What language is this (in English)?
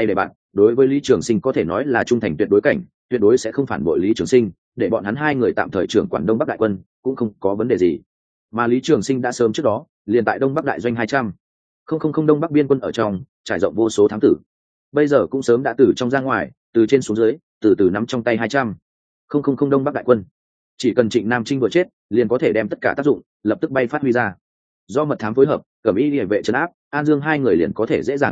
Vietnamese